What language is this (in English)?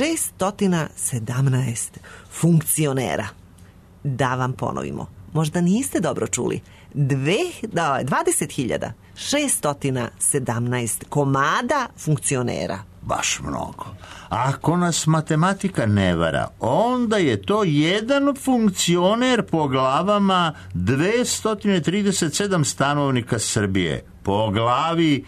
Serbian